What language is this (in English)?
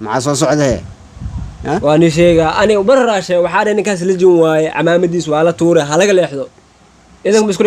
Somali